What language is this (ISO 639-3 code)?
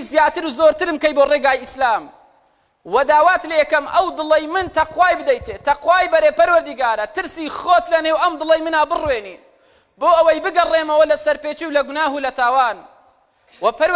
ckb